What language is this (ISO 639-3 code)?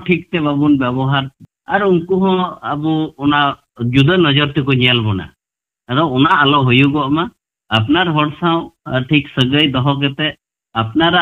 sat